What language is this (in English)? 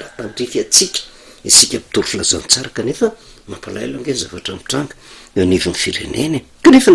Malagasy